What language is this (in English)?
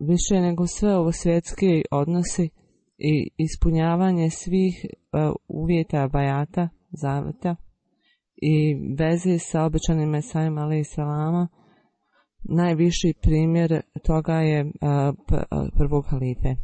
Bosnian